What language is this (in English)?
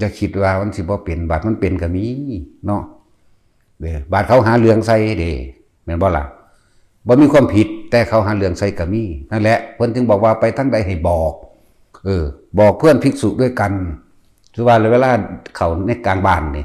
Lao